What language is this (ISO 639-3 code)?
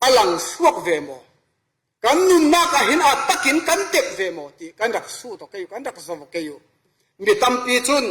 cfm